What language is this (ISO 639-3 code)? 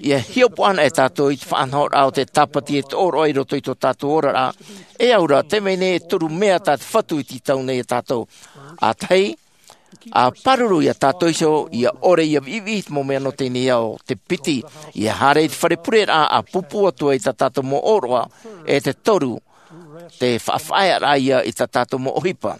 tah